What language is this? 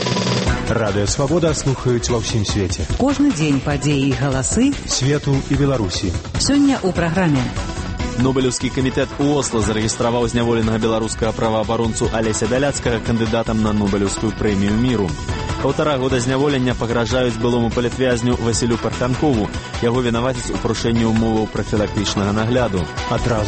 Belarusian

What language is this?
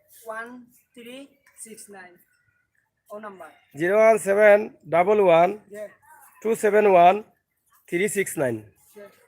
Sylheti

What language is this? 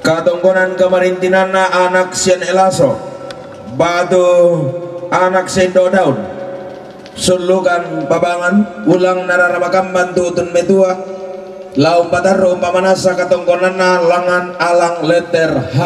Toraja-Sa'dan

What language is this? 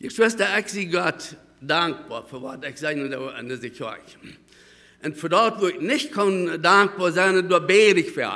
Plautdietsch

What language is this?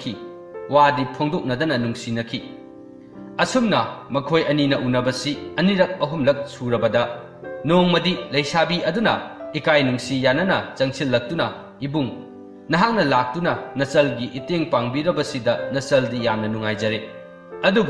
Manipuri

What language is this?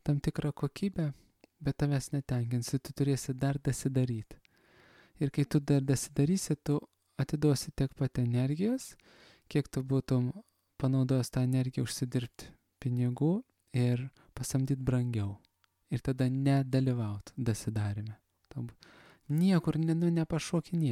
Lithuanian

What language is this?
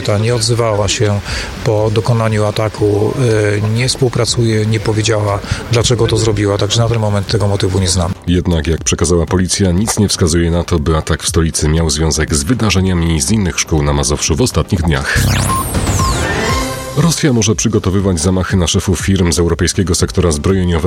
Polish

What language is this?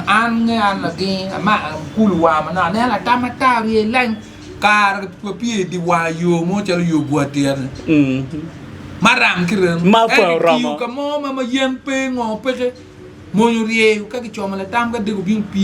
Acoli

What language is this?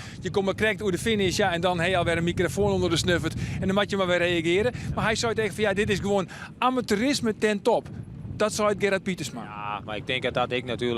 Western Frisian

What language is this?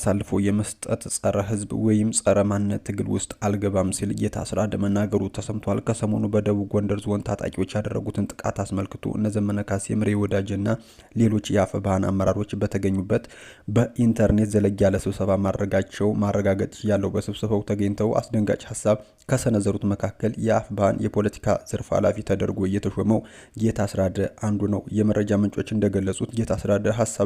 Amharic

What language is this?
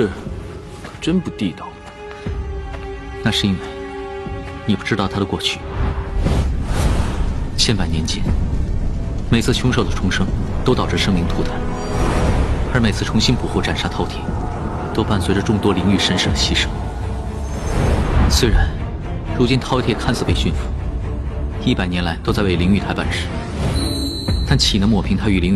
Chinese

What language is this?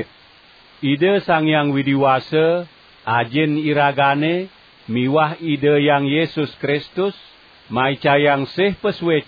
Balinese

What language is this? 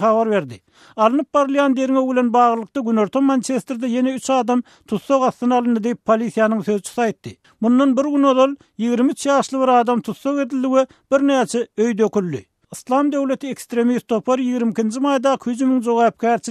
Turkmen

